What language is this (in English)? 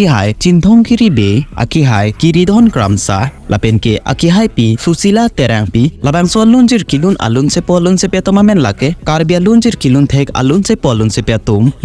Karbi